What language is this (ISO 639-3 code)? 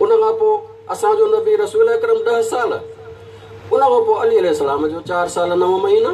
snd